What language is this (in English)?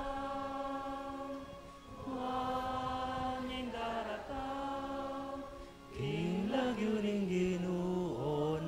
Pampanga